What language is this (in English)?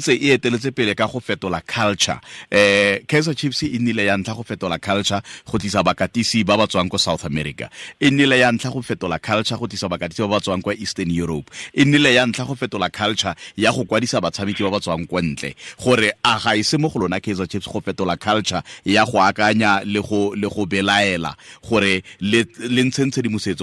Tswana